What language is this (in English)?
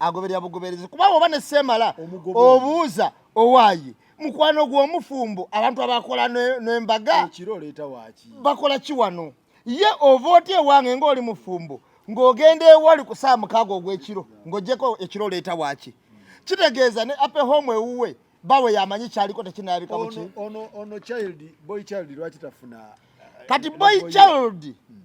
Ganda